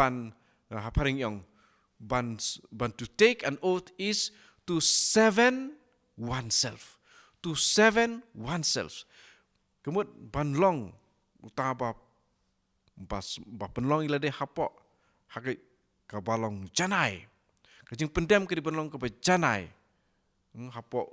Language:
Khasi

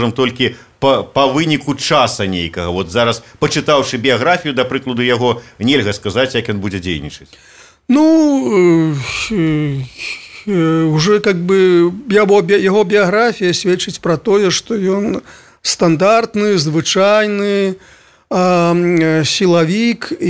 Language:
Belarusian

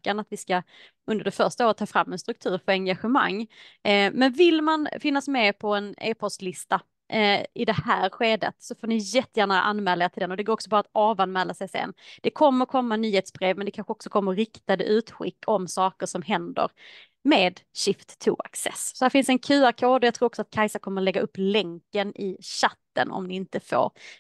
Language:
Swedish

